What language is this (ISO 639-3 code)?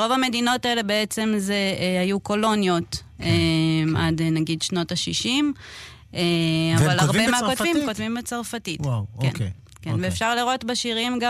heb